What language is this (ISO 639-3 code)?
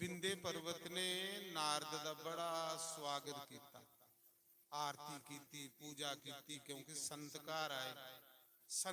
doi